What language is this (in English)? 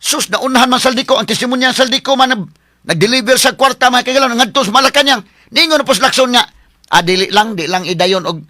Cebuano